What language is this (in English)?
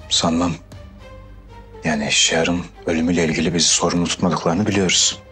Turkish